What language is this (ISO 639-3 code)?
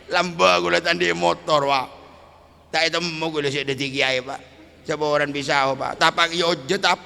mad